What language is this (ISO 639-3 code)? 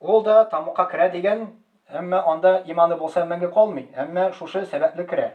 tat